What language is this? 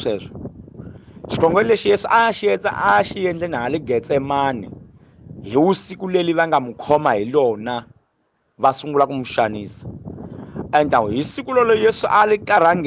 Tsonga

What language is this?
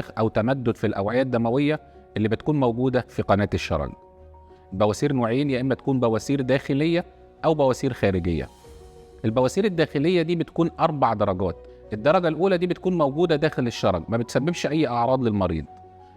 Egyptian Arabic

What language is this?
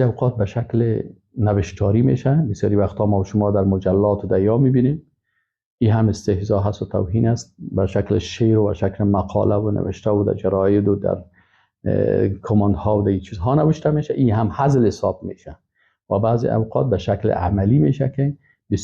Persian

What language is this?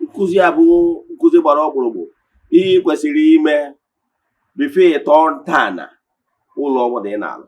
Igbo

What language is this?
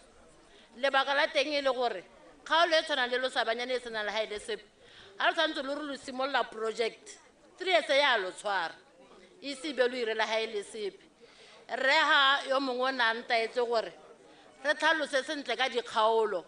Tswana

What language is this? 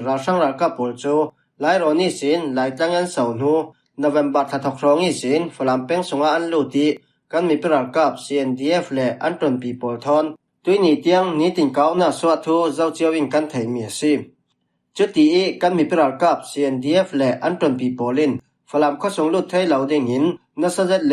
Falam Chin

